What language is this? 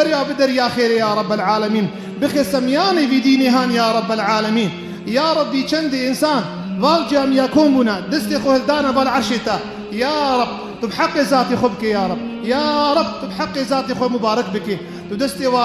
Kurdish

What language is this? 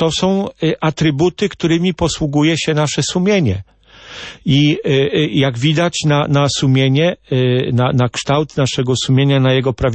Polish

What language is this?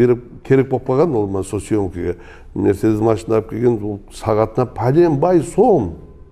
Kara-Kalpak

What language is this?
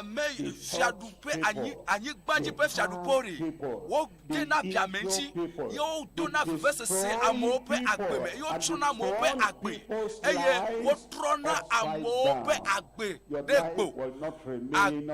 Ewe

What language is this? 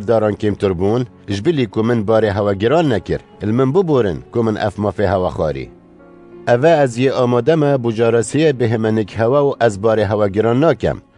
Kurdish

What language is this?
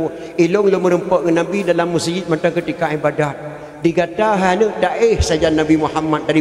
Achinese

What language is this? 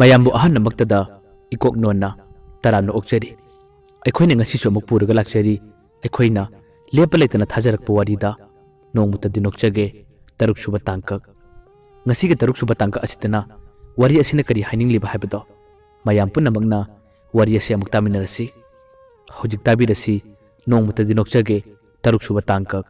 Manipuri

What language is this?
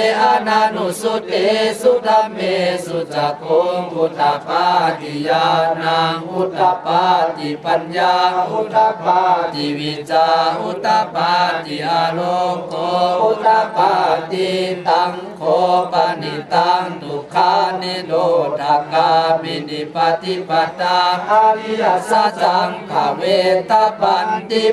Pali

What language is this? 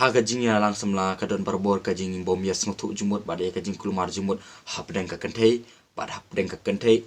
Khasi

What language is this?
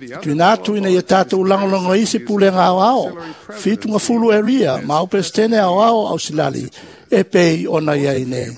Samoan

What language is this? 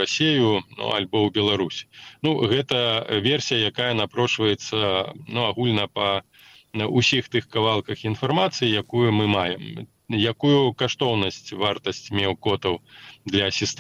Belarusian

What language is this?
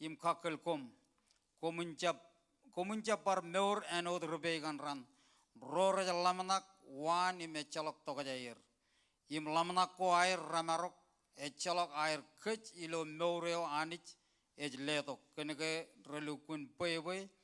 Marshallese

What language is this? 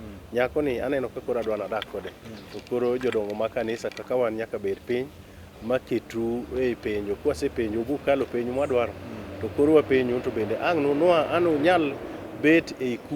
Luo (Kenya and Tanzania)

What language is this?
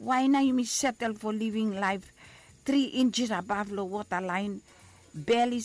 Bislama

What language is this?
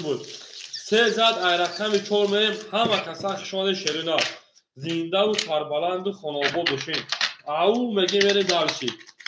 Tajik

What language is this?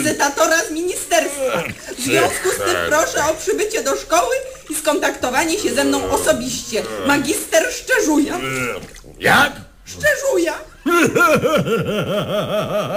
Polish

